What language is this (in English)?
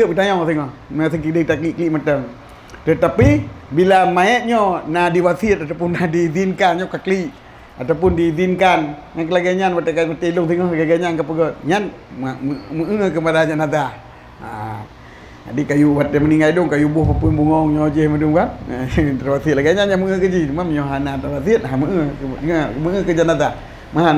Achinese